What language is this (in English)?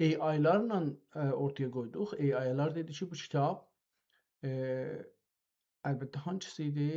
South Azerbaijani